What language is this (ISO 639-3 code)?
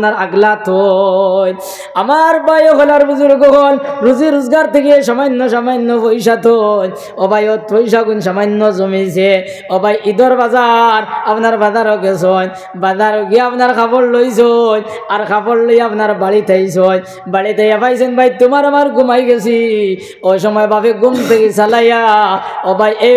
syl